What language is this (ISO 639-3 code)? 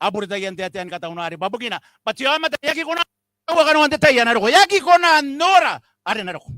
gil